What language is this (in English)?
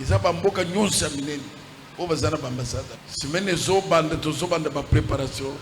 Lingala